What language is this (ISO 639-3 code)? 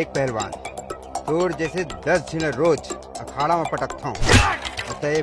hne